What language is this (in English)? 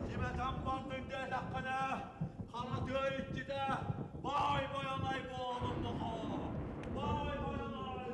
Yakut